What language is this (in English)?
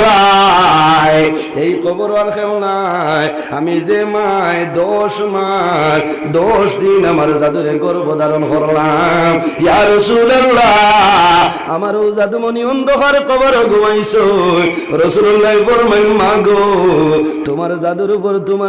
Sylheti